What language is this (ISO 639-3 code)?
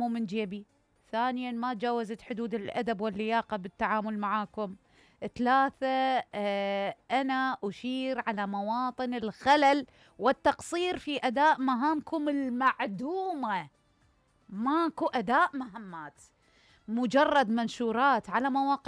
acm